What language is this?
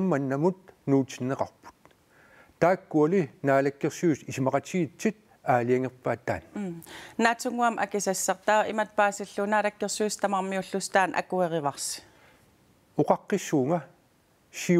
Kalaallisut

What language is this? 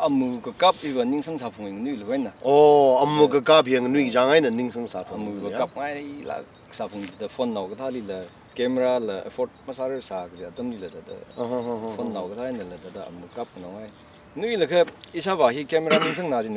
Tangkhul Naga (India)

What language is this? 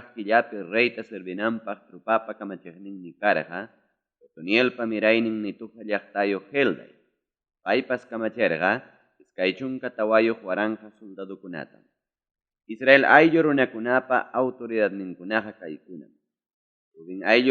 Ayacucho Quechua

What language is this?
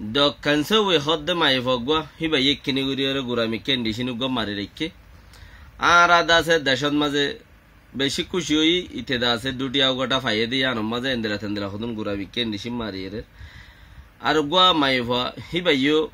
Rohingya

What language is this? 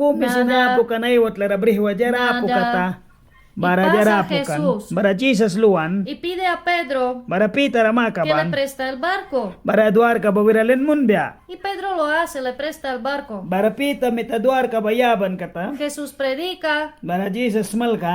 Mískito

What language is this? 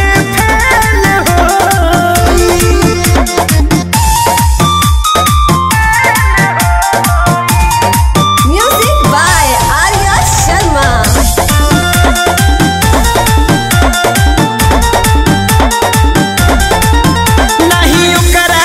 Bhojpuri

